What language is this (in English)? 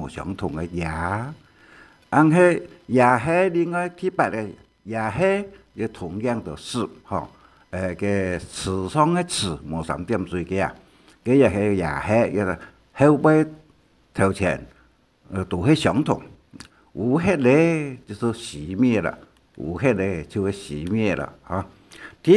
Hakka Chinese